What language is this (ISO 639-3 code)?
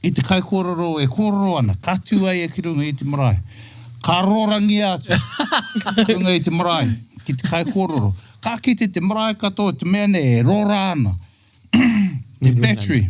mri